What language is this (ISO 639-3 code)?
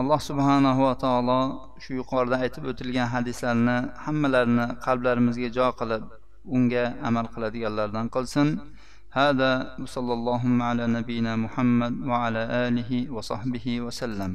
uzb